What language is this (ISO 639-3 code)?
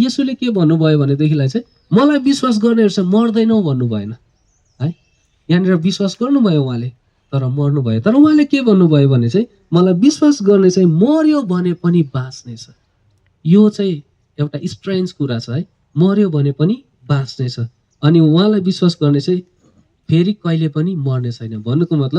nep